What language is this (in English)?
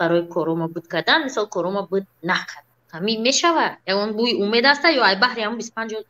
Tajik